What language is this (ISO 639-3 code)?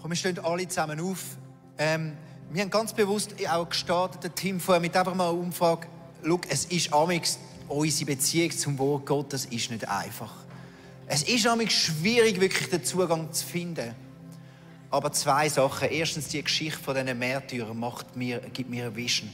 gsw